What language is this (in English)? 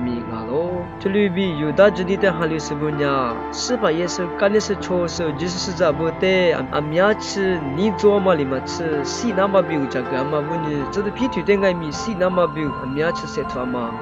Lisu